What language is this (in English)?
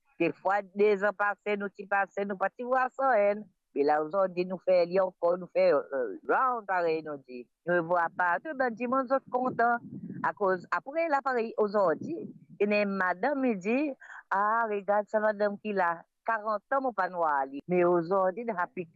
Morisyen